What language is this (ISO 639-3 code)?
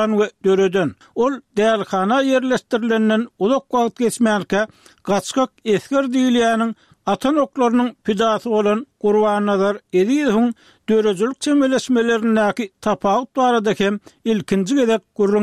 tuk